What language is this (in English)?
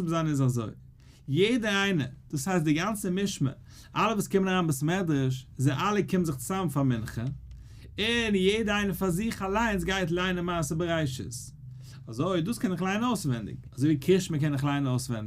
Yiddish